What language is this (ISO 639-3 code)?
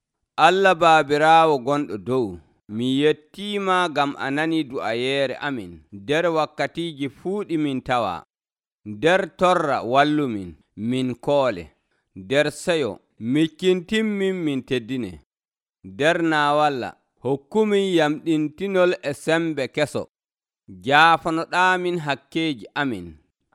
fuv